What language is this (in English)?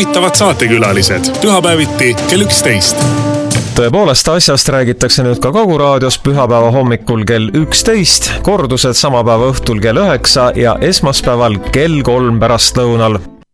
Estonian